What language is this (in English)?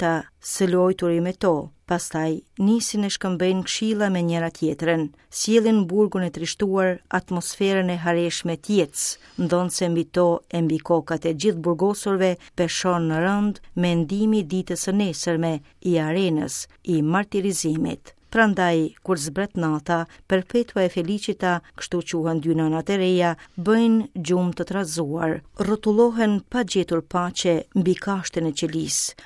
Albanian